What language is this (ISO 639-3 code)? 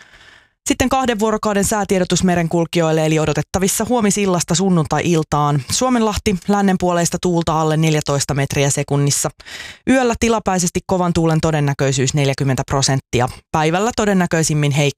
fin